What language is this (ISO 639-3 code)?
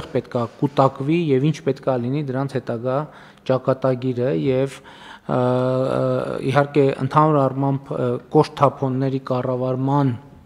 hye